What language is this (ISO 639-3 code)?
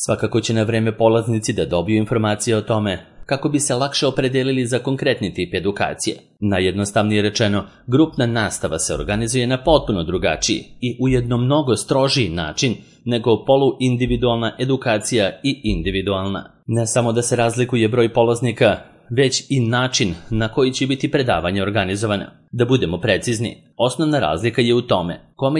srp